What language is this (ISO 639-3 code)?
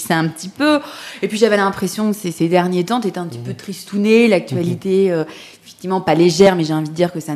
fra